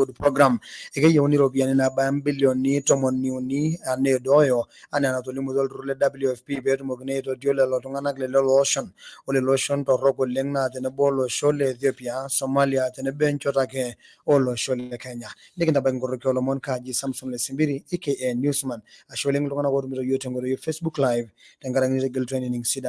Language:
Masai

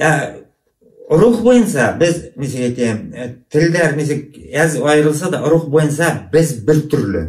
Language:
Bashkir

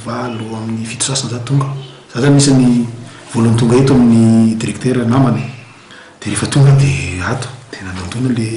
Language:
Malagasy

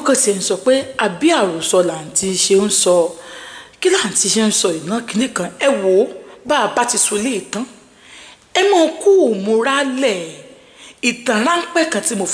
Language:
Yoruba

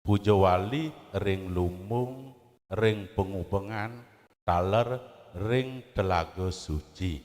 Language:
Balinese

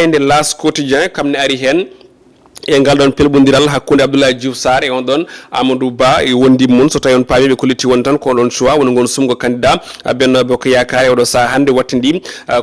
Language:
Fula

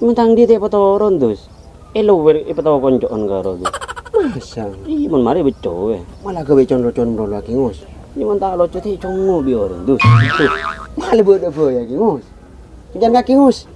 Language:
Madurese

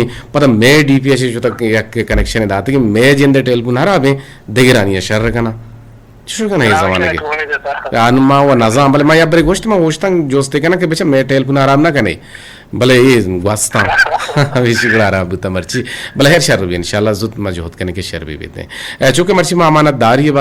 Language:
Eastern Balochi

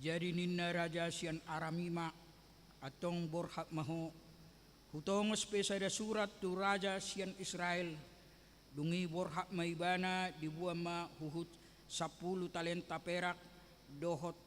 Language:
Batak Toba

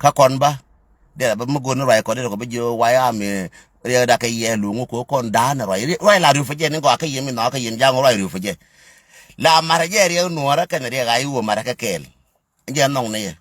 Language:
Nuer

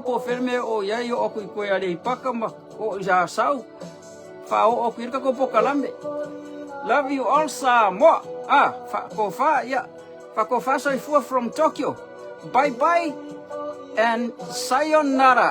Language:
Samoan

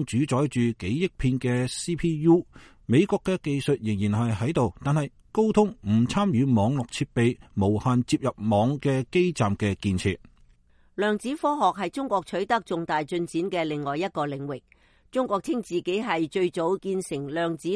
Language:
Cantonese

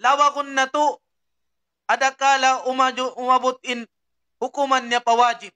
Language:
Tausug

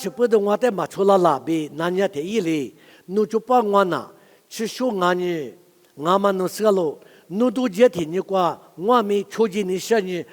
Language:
Lisu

